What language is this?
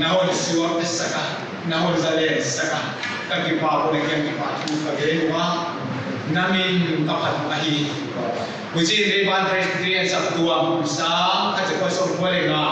Paite Chin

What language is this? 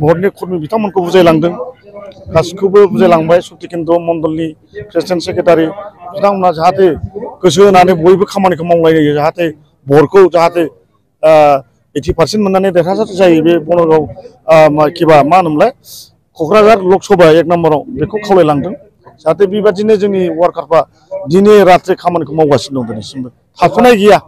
Bodo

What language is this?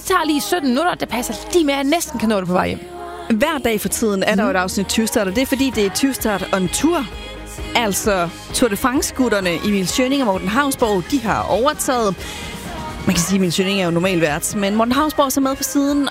Danish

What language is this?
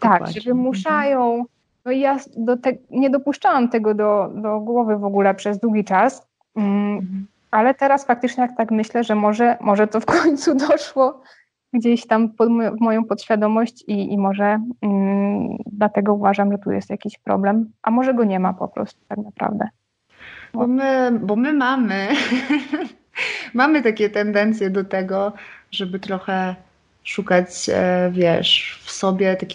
Polish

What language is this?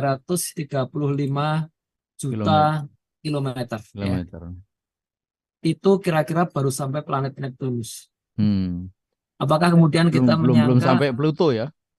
Indonesian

